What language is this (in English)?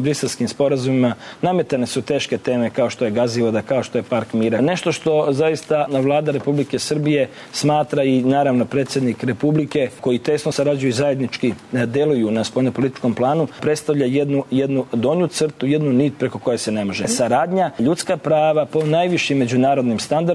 Serbian